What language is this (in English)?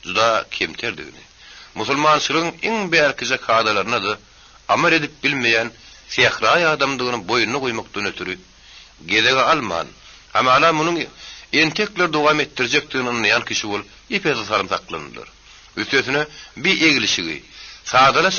Turkmen